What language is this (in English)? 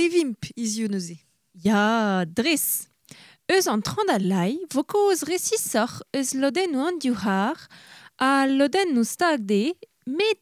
Breton